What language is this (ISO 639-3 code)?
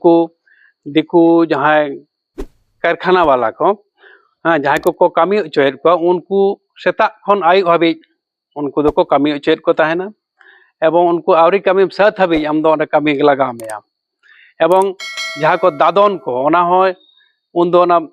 sat